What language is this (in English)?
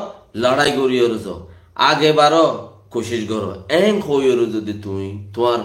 Rohingya